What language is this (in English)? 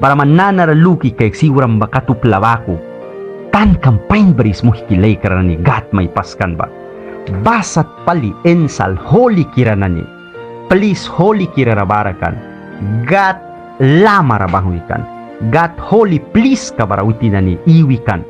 Mískito